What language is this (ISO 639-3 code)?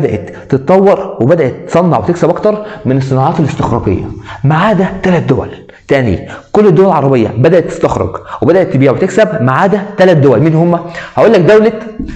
arz